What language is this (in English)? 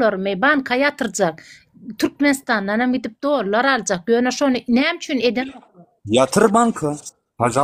Turkmen